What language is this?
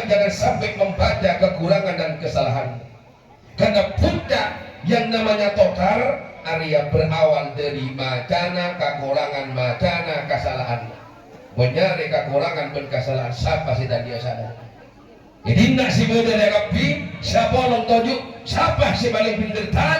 Madurese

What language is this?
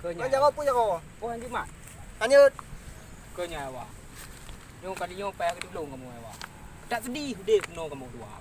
Achinese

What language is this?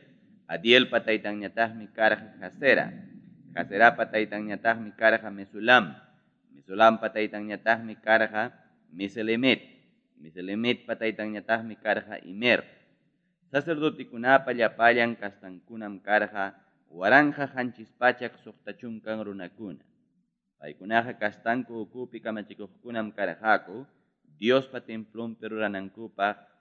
Ayacucho Quechua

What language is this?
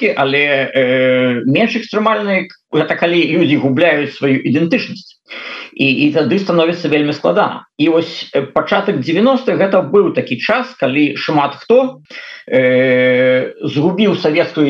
Belarusian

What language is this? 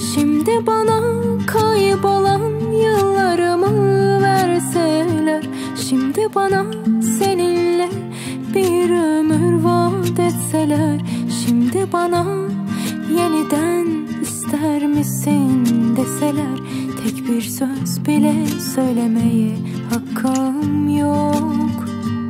Turkish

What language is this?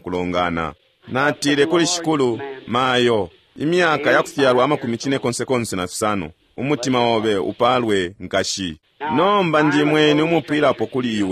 Bemba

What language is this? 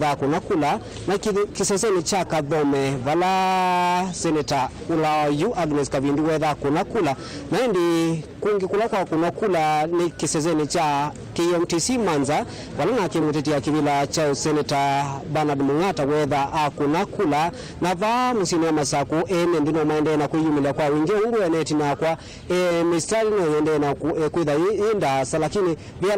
Kamba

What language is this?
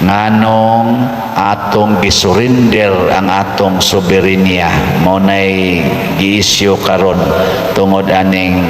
Cebuano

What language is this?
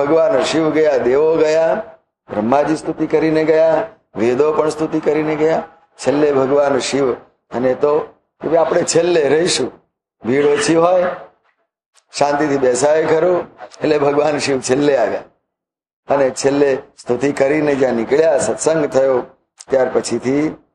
Gujarati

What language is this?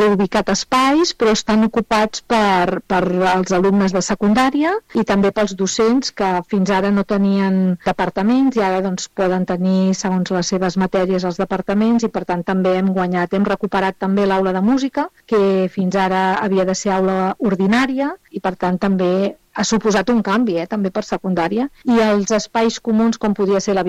Catalan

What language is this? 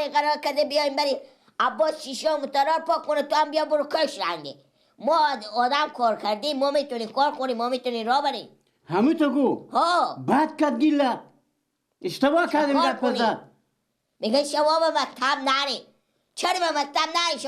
Persian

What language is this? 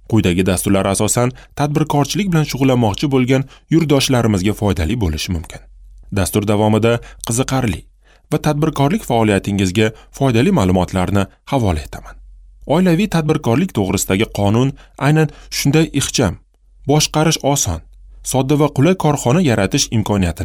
Uzbek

